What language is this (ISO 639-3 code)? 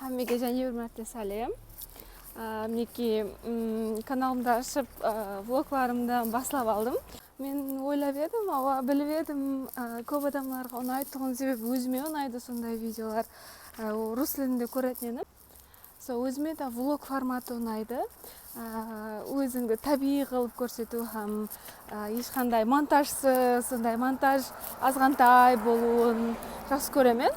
kaa